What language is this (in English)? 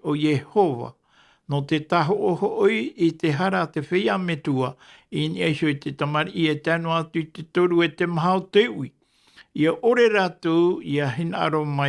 Tahitian